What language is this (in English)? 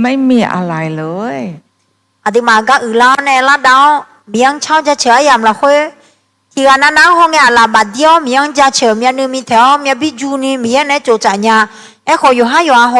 Akha